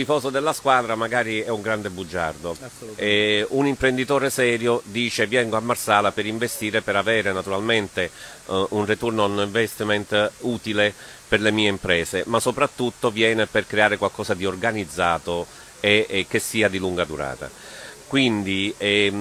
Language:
Italian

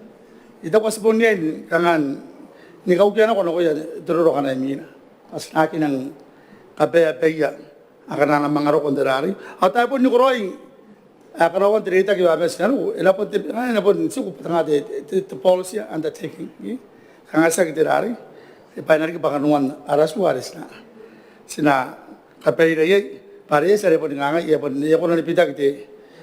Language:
Gilbertese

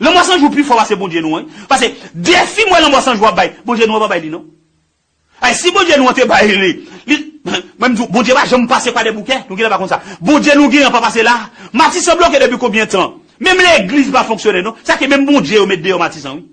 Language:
Haitian Creole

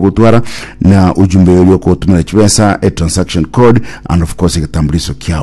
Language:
Gusii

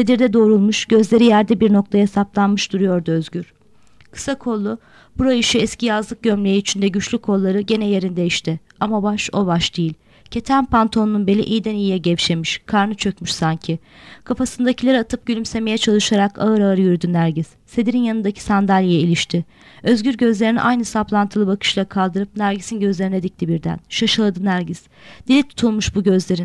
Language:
Turkish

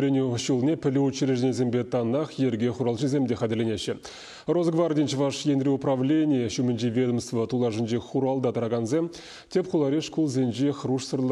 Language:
Chuvash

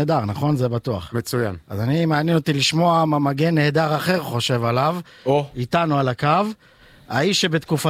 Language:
Hebrew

